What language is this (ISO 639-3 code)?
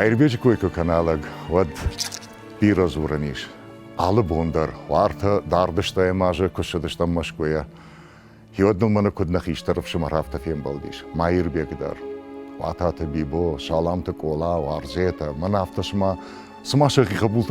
oss